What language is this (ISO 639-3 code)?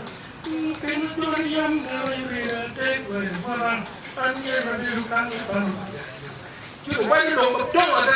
ach